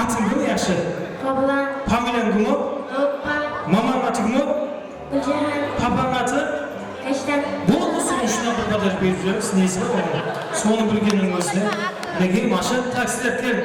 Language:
Kara-Kalpak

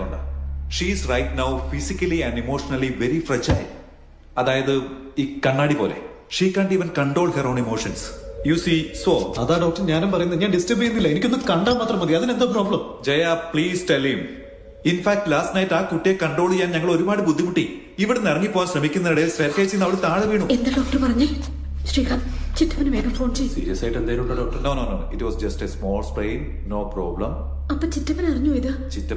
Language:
Malayalam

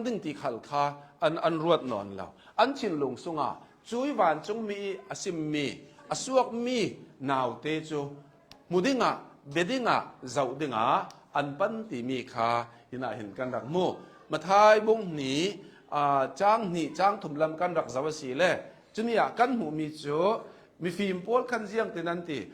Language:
Hakha Chin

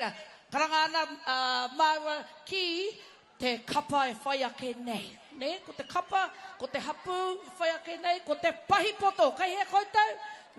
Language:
Māori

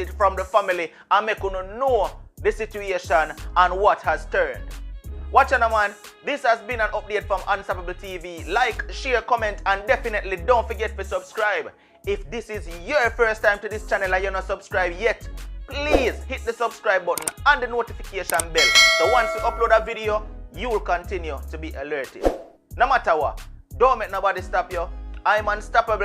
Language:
Jamaican Creole English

